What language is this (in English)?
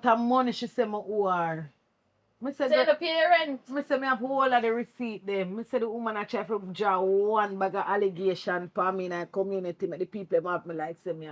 Jamaican Creole English